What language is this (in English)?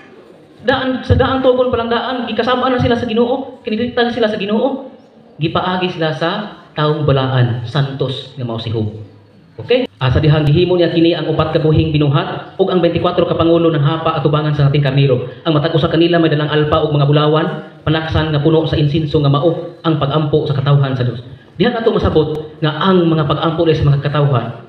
Cebuano